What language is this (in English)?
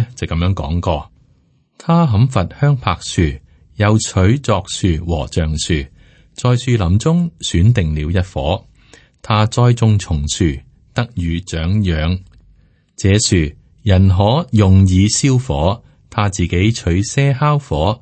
Cantonese